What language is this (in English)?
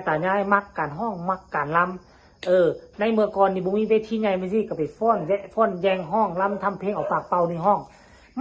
Northeastern Thai